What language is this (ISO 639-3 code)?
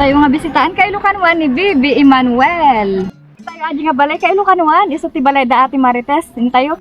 ilo